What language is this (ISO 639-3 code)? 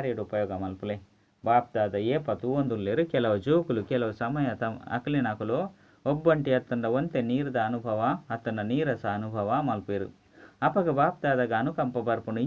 tcy